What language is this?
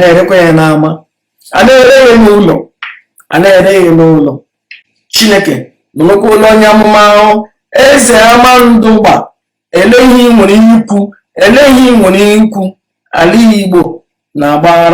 Igbo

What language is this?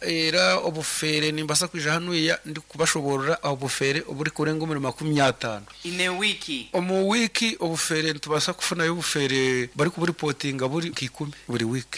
Nyankole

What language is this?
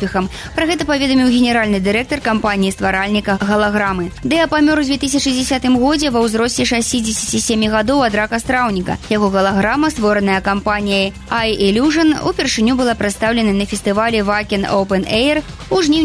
Belarusian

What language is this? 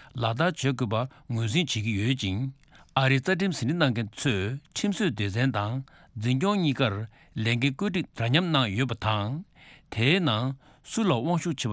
Tibetan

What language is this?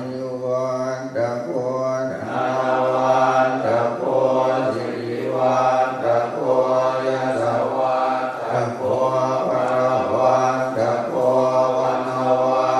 Pali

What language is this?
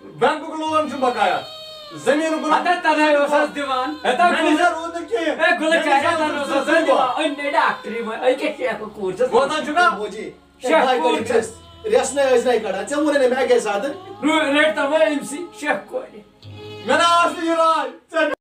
Kashmiri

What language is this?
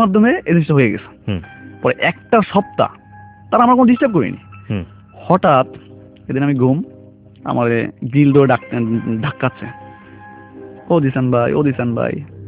Bangla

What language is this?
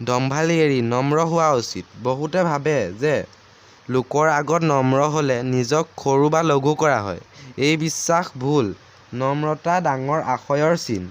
Assamese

